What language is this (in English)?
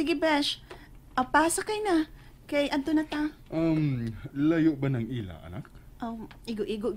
Cebuano